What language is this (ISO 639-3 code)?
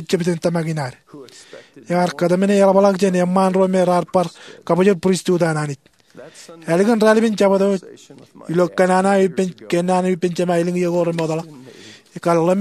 mah